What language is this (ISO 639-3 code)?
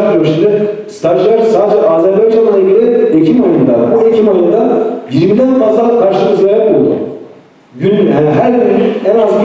tur